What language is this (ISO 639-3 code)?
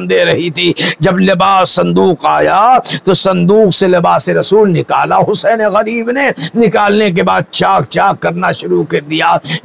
urd